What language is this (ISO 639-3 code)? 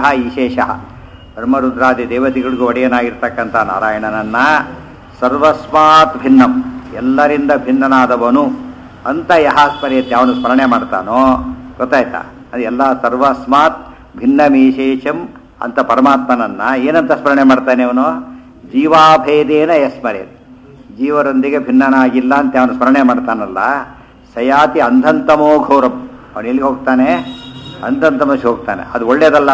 kan